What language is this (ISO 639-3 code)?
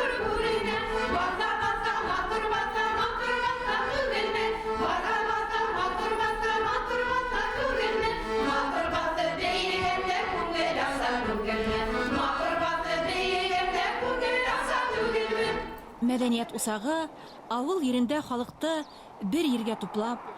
bak